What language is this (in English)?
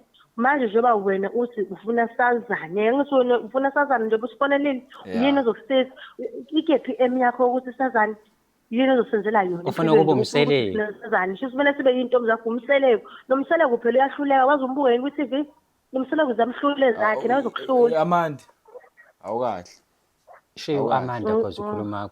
Zulu